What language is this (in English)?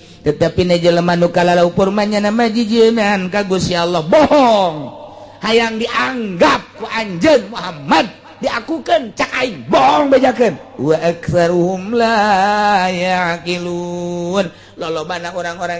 Sundanese